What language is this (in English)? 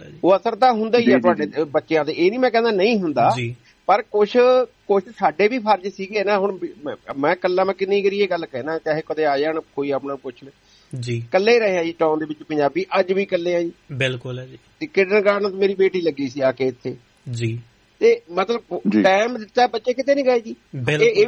Punjabi